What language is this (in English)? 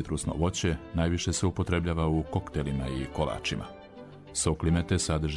Croatian